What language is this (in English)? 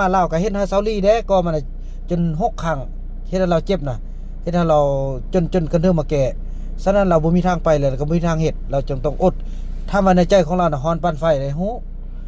Lao